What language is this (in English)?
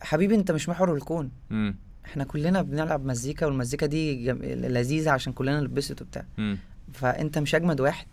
Egyptian Arabic